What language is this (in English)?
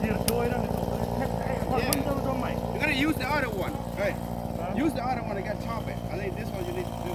Central Mnong